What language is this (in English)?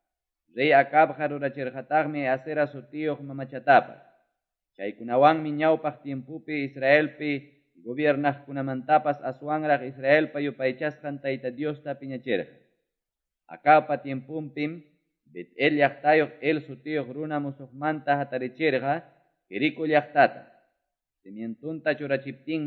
Quechua